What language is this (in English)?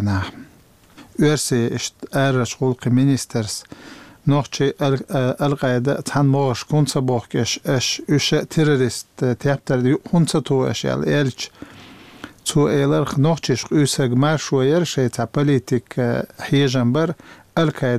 Chechen